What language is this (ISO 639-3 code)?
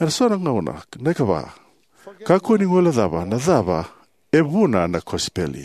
fij